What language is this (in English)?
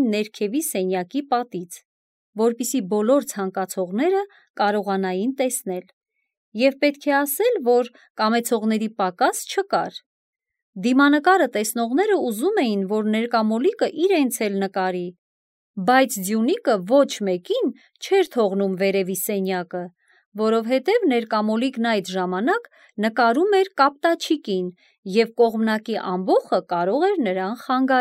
Armenian